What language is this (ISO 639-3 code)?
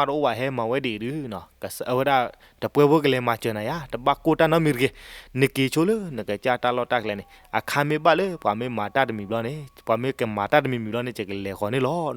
ksw